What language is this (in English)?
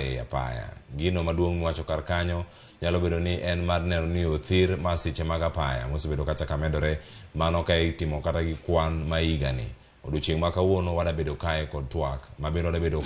Luo (Kenya and Tanzania)